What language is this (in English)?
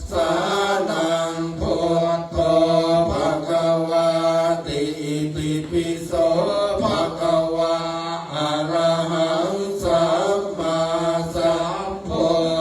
Pali